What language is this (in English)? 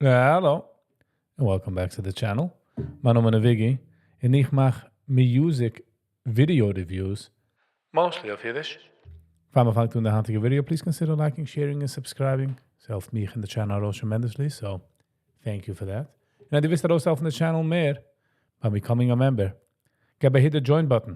Yiddish